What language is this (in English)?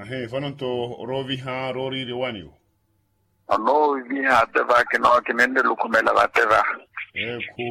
Makhuwa